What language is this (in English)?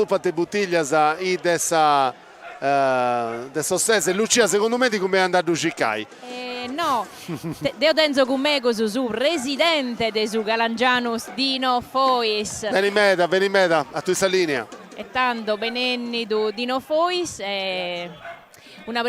Sardinian